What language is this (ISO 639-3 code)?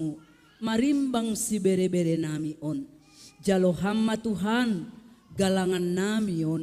bts